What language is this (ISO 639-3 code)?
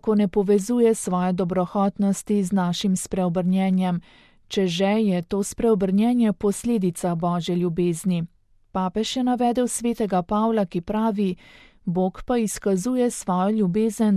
slv